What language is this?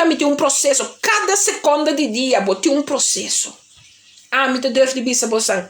Papiamento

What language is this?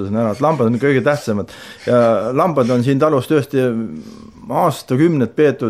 Estonian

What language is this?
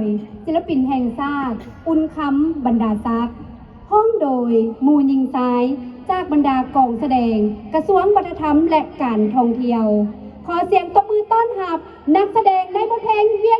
Lao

